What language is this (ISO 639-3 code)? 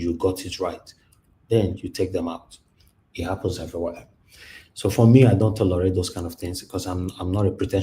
pcm